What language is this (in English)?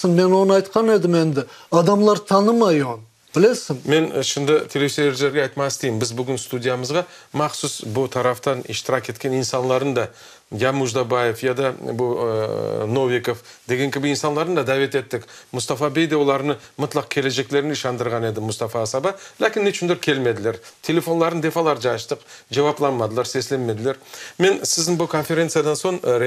Crimean Tatar